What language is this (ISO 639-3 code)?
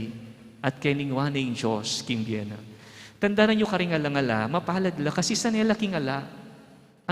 pam